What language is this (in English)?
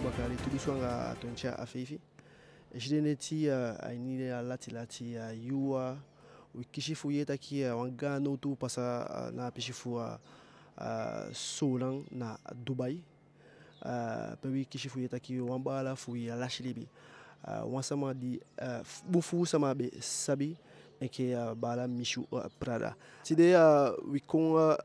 Eastern Maroon Creole